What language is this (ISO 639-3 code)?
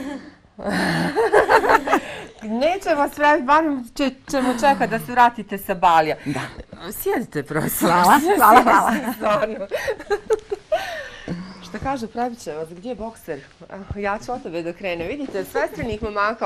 bos